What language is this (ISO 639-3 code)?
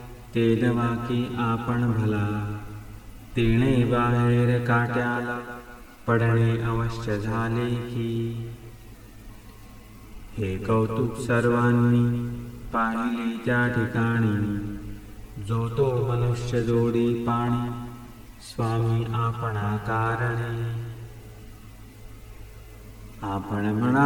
mar